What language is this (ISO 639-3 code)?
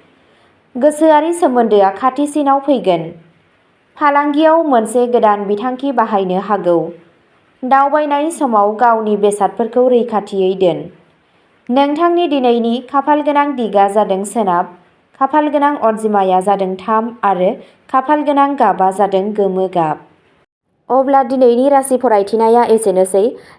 brx